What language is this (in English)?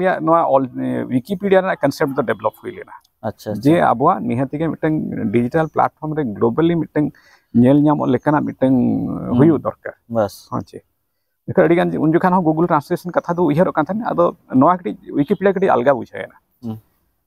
Santali